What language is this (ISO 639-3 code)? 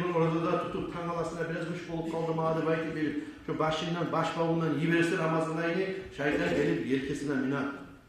kum